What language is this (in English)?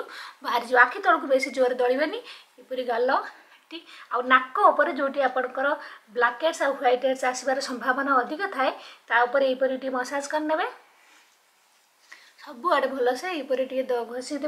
Odia